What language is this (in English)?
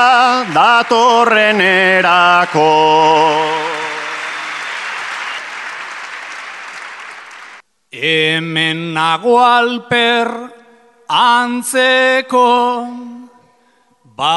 Basque